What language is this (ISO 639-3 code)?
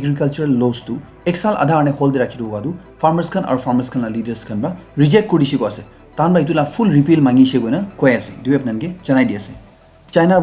nag